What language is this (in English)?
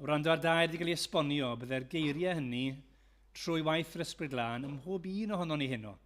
Welsh